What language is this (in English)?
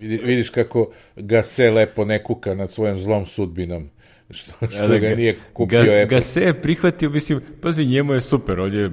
Serbian